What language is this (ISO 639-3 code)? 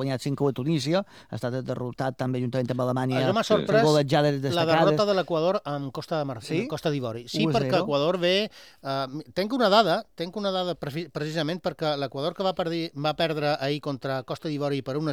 cat